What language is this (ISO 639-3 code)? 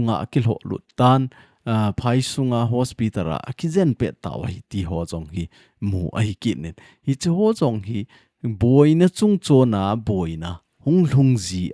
tcz